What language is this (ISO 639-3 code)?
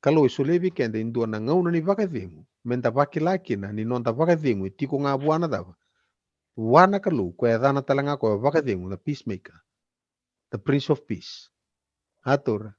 fij